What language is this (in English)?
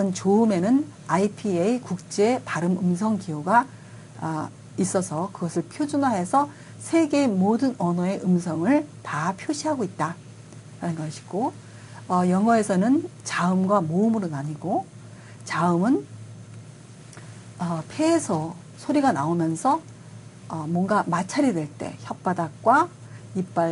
Korean